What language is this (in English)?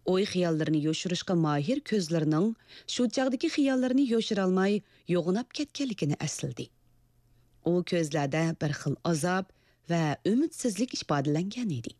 Uyghur